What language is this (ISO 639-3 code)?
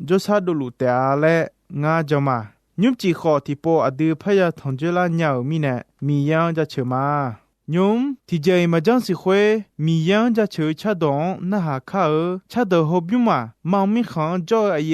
ahk